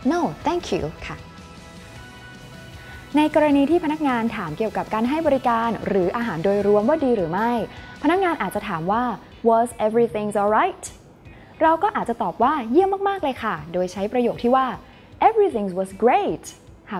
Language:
Thai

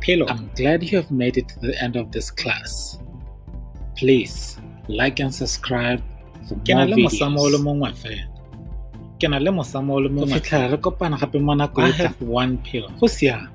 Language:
Tswana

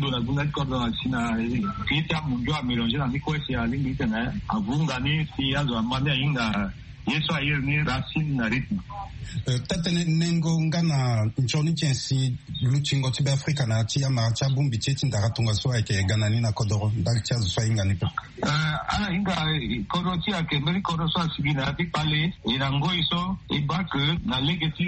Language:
Sango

